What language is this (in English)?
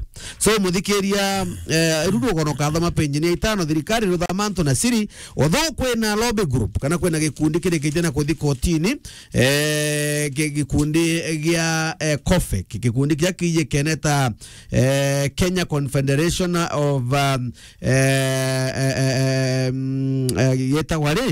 Meru